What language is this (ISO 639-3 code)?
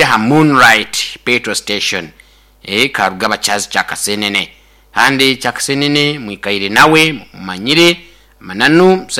nyo